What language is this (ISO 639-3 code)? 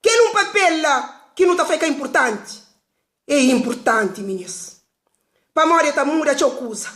kea